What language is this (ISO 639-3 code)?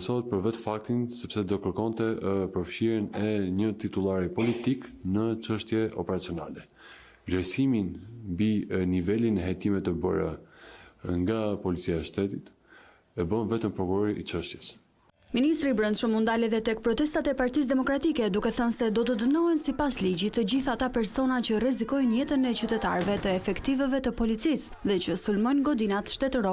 sqi